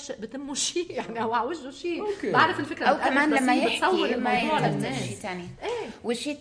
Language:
North Levantine Arabic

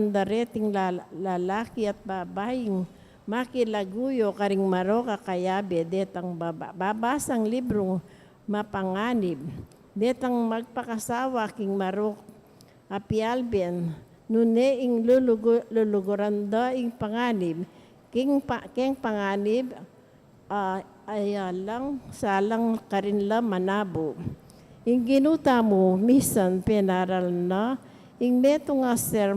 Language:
Pampanga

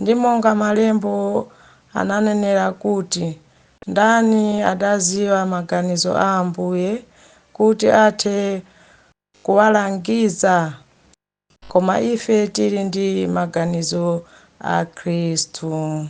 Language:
Nyanja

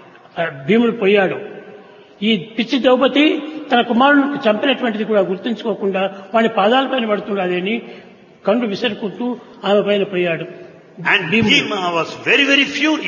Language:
Telugu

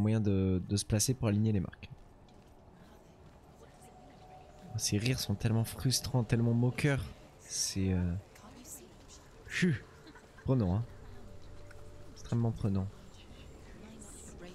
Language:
French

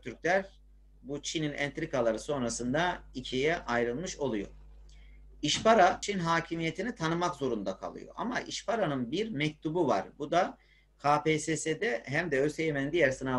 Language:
Turkish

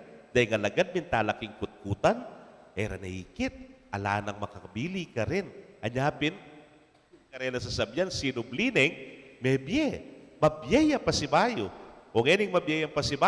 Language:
Pampanga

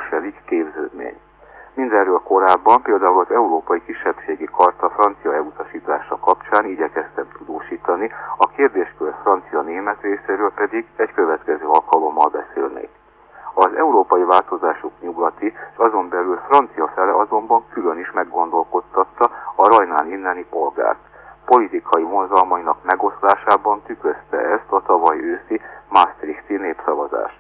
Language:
Hungarian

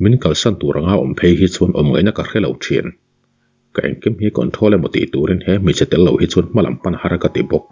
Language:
Mizo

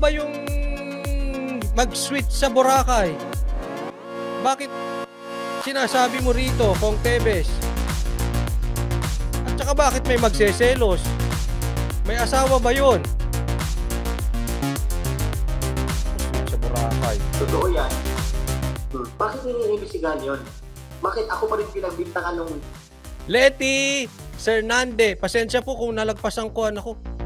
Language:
Filipino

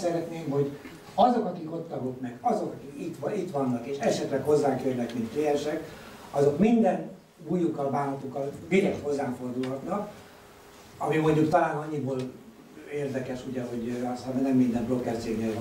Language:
Hungarian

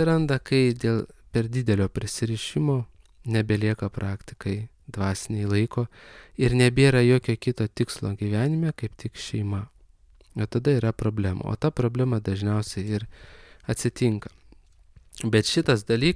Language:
Lithuanian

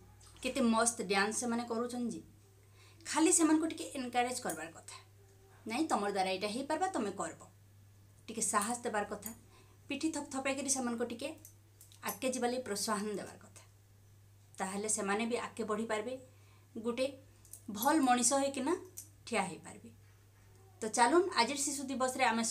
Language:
Sambalpuri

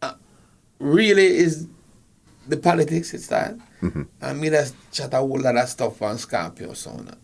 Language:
Jamaican Creole English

